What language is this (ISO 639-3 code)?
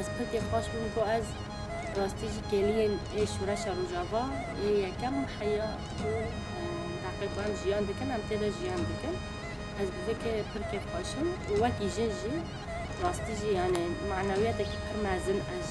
kur